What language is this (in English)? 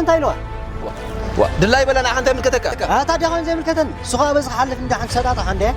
Tigrinya